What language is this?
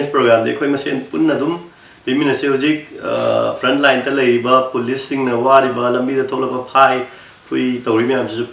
Manipuri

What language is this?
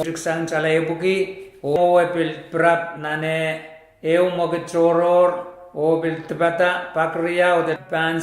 Pohnpeian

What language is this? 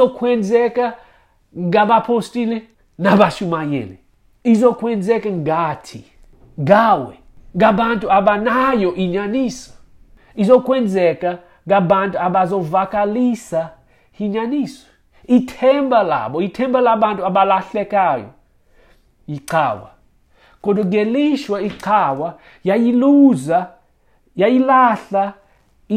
Xhosa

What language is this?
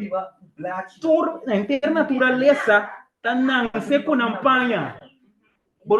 Papiamento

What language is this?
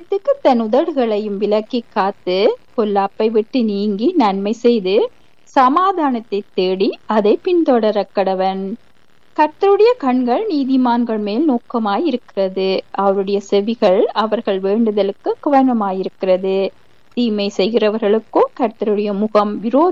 Tamil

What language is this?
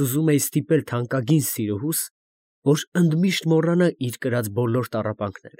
Armenian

